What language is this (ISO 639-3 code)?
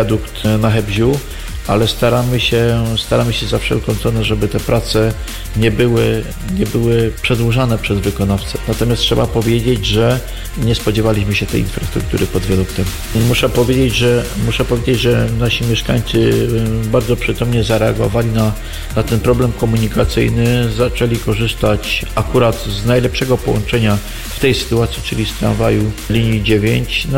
pol